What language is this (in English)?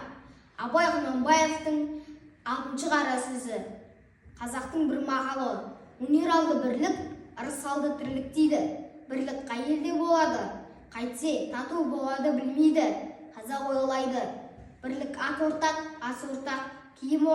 Kazakh